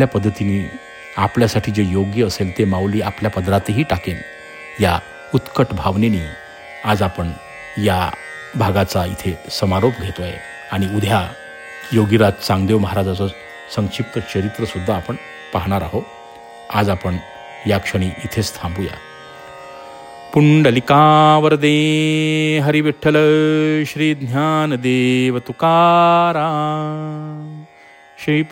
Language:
Marathi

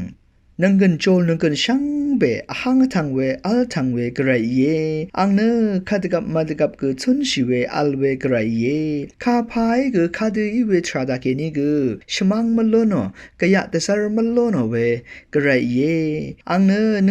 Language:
Rawang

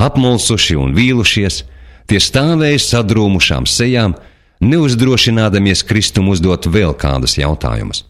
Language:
Latvian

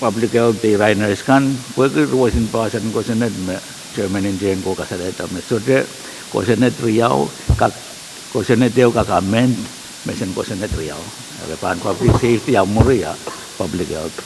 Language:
Pohnpeian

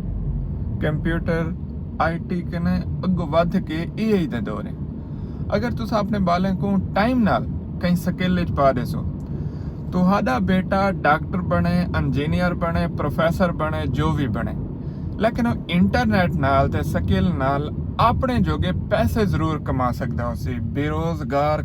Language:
Saraiki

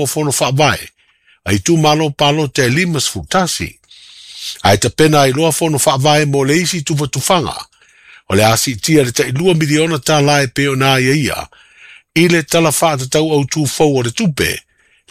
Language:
Samoan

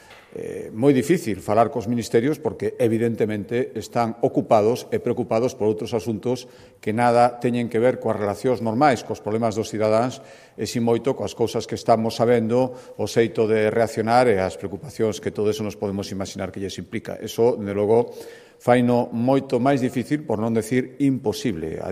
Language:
Galician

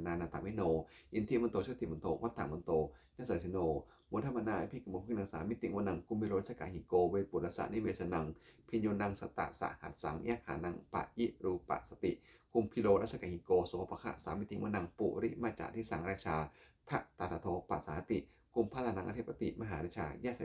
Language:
Pali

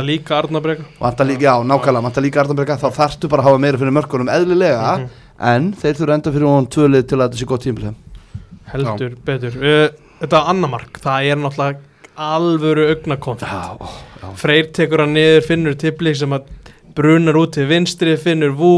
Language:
Icelandic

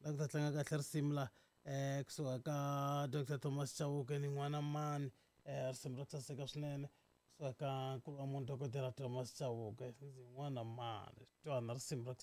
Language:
Tsonga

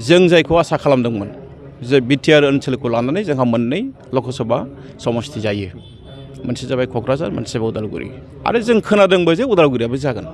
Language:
Bodo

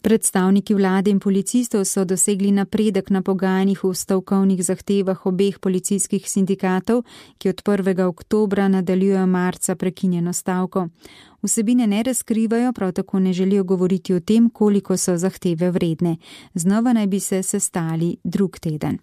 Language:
Slovenian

